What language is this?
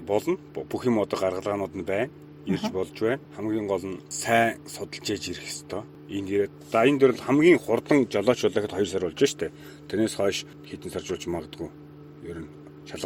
Mongolian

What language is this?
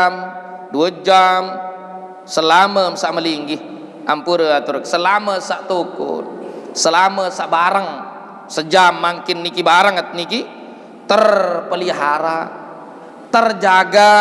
Sasak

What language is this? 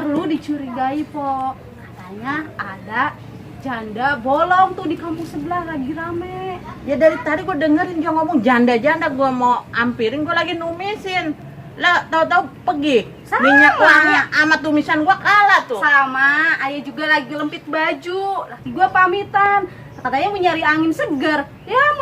Betawi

